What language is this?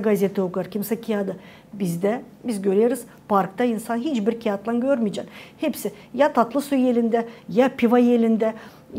Gagauz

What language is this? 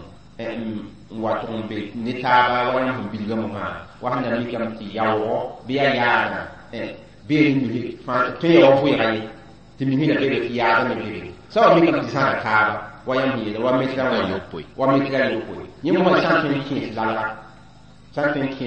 Mossi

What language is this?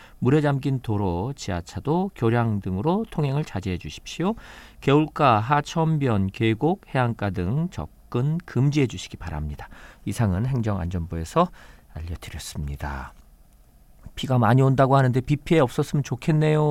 Korean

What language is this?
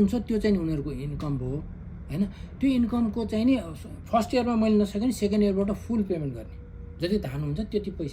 Nepali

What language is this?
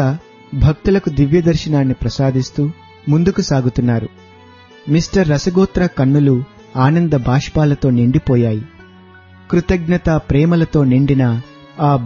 Telugu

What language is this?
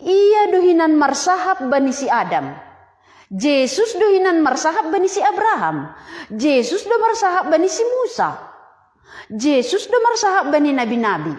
Batak Simalungun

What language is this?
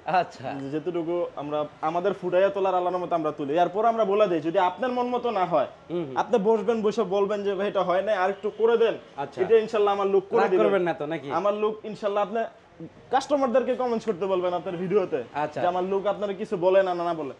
Bangla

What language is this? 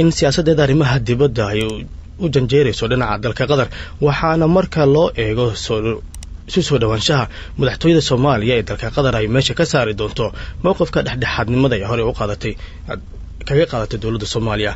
Somali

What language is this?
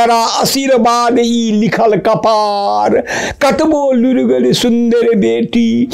Maithili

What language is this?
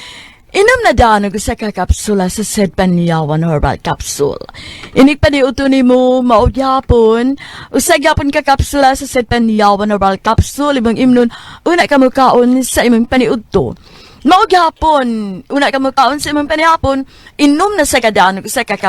Cebuano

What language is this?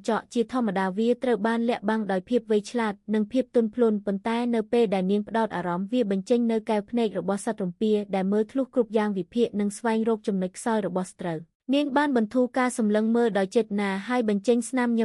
Khmer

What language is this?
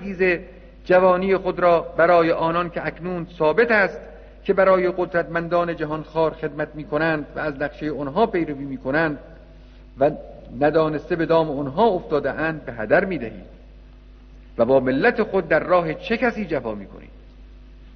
Persian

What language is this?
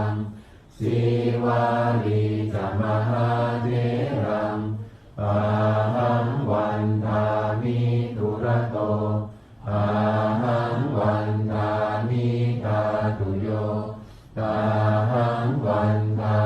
Pali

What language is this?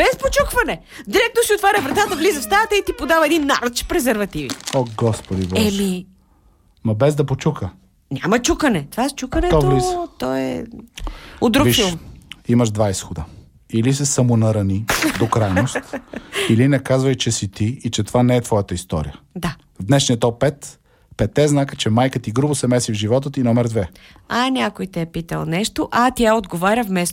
Bulgarian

